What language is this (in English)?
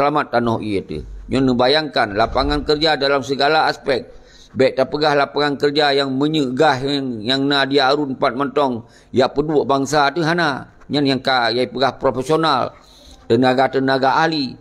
Achinese